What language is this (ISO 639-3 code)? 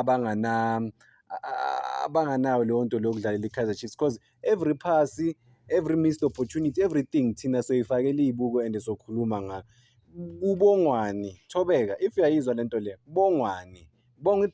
zul